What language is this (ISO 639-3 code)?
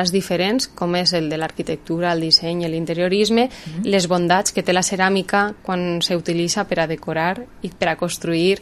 cat